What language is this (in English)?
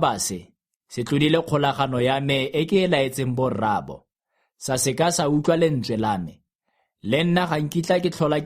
Tswana